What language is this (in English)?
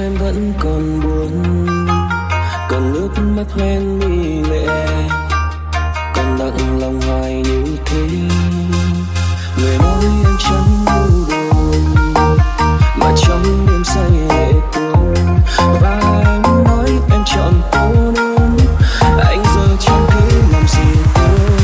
Vietnamese